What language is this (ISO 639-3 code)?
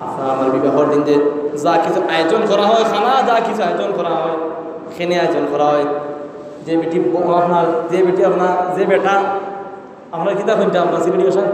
syl